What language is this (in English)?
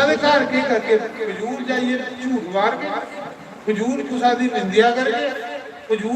Dogri